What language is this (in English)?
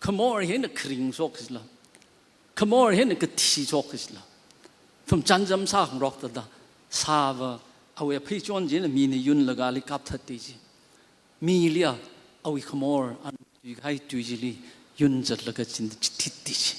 Tangkhul Naga (India)